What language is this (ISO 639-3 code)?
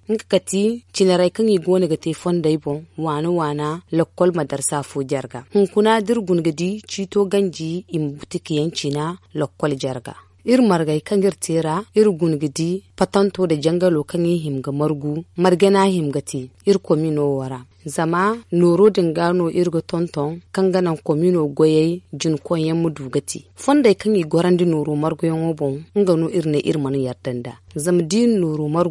dje